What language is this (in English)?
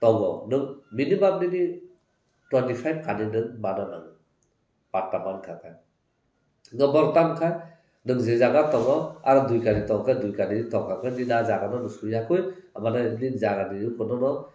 Kok Borok